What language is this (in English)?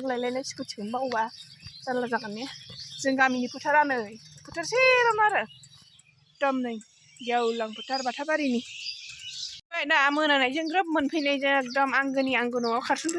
Bodo